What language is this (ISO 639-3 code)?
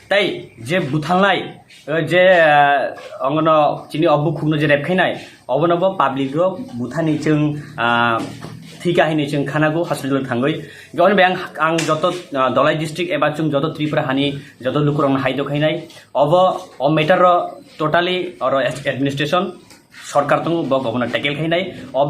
trp